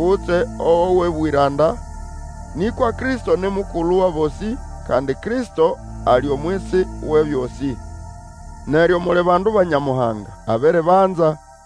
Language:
Nande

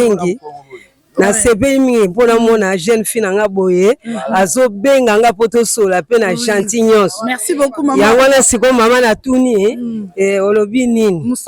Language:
Lingala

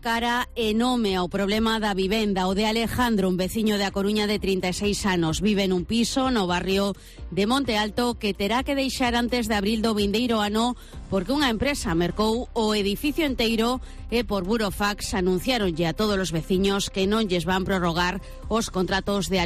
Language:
Galician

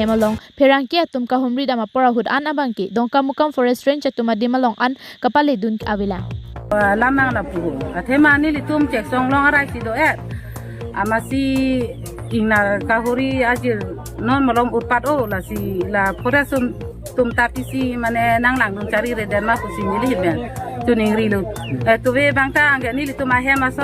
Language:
Karbi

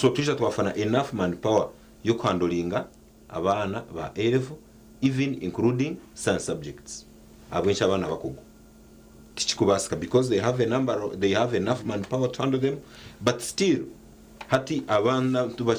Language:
Nyankole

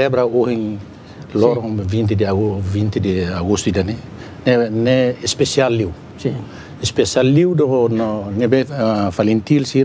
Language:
Tetum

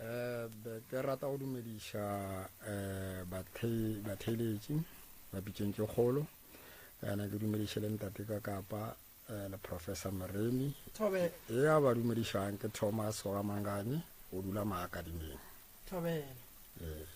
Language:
Northern Sotho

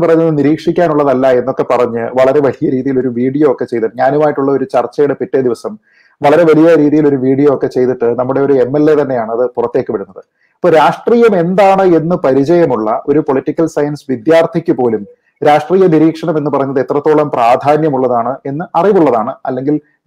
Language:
Malayalam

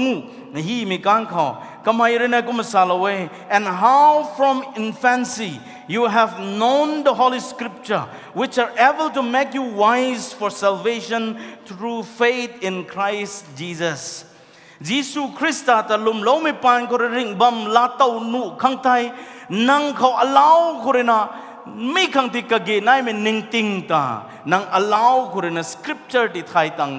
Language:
Rongmei Naga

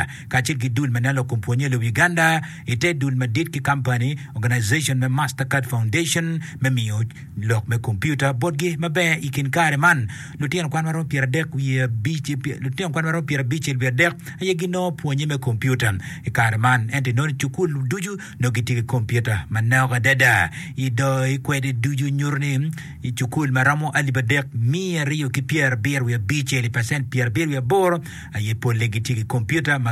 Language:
Acoli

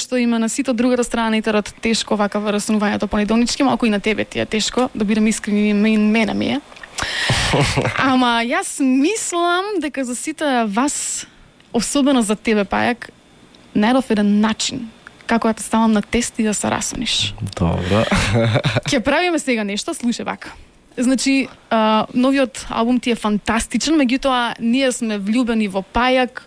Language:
Macedonian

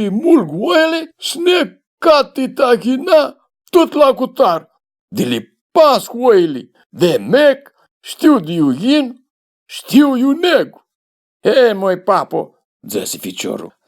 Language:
Aromanian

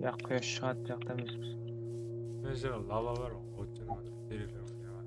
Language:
Kara-Kalpak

